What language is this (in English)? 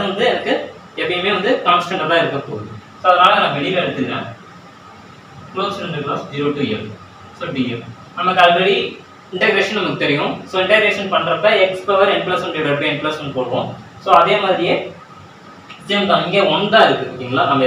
Tamil